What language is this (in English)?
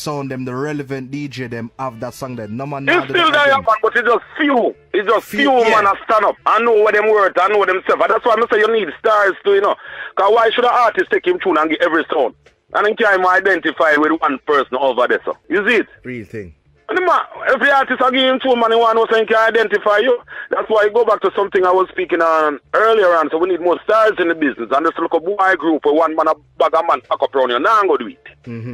Jamaican Creole English